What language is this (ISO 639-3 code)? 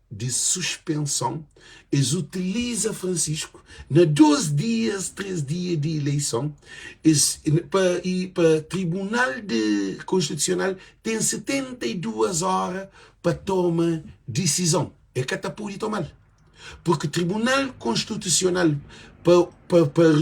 kea